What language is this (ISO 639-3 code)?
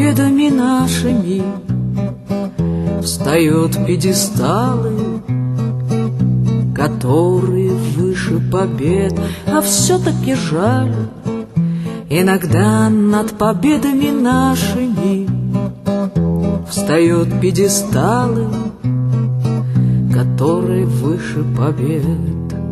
rus